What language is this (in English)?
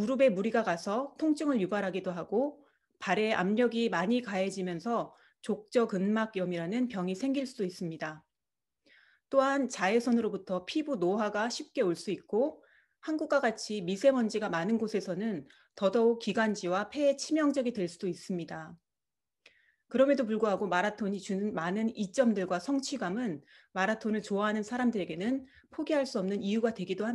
Korean